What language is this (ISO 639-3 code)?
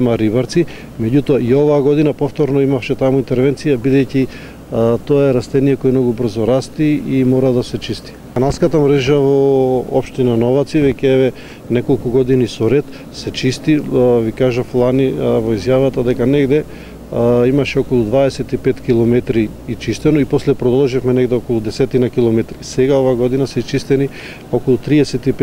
mkd